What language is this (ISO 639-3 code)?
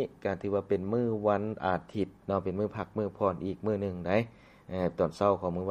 lao